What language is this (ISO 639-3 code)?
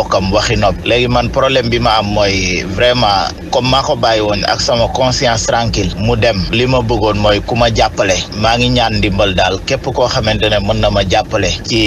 wol